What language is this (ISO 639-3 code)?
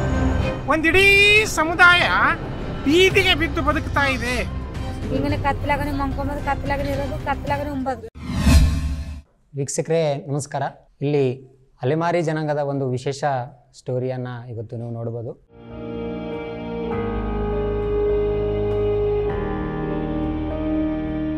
kan